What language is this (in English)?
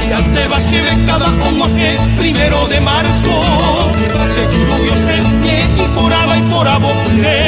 Guarani